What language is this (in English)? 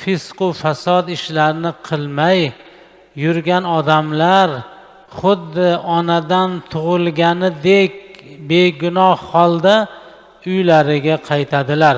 Uzbek